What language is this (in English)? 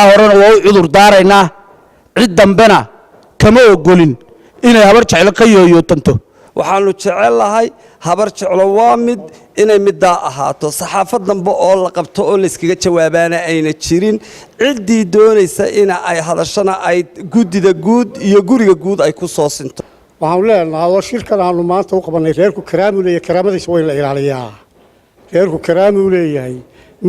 Somali